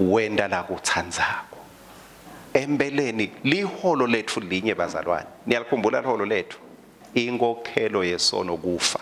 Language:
Swati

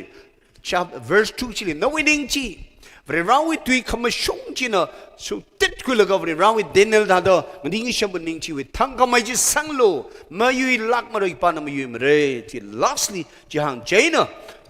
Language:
Tangkhul Naga (India)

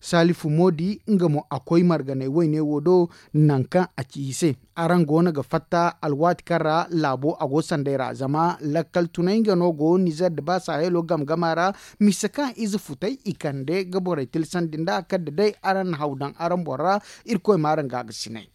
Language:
Zarma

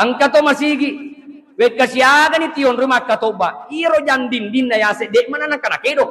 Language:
Buginese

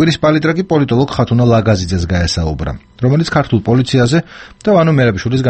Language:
Georgian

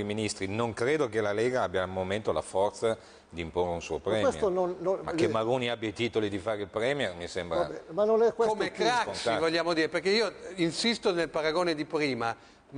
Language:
Italian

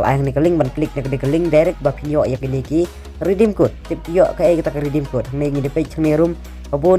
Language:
Khasi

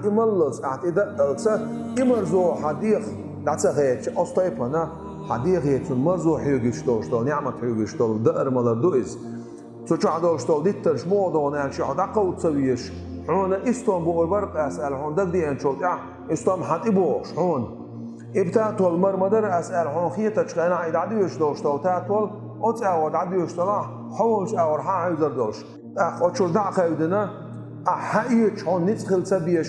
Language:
Chechen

